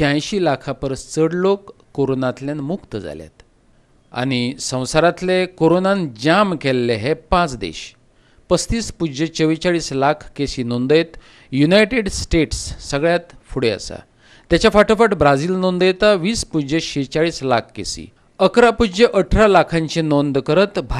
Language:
Konkani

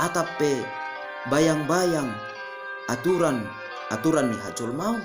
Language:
Batak Simalungun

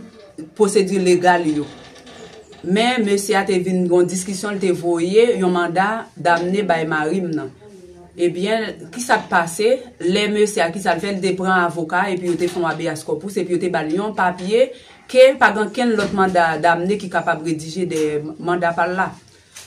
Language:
Haitian Creole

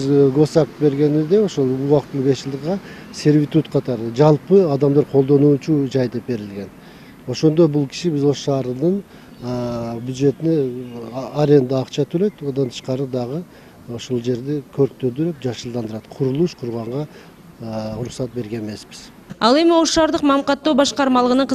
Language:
Kyrgyz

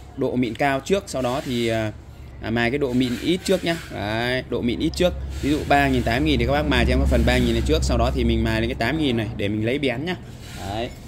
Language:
Vietnamese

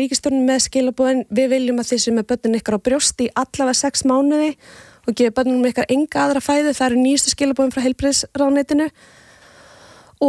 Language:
Icelandic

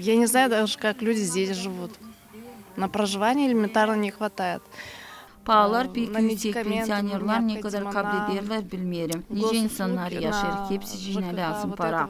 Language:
Gagauz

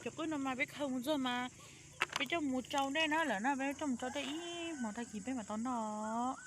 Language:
Hmong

